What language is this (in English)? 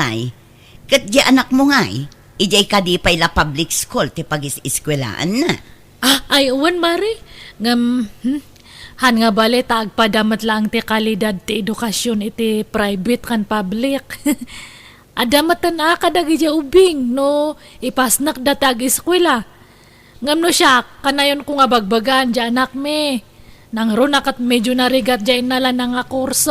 Iloko